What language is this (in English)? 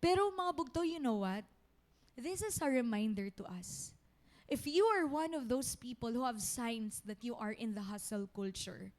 Waray